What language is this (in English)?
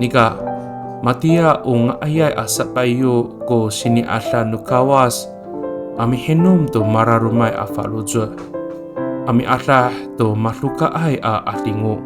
Amis